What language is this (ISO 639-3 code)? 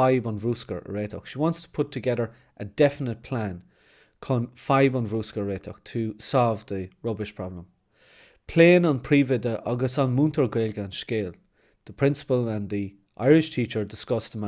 gle